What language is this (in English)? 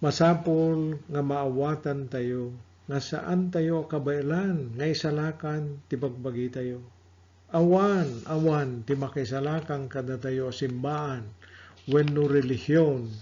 Iloko